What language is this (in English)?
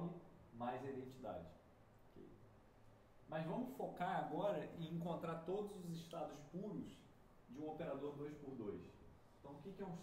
Portuguese